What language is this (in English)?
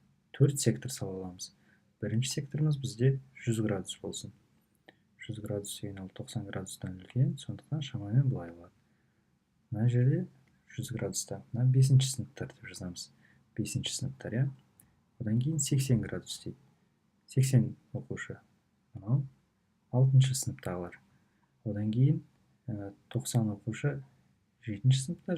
Kazakh